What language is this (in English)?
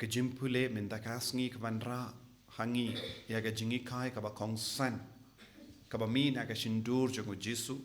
Khasi